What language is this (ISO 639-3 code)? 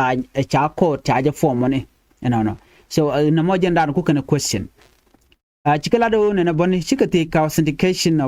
nus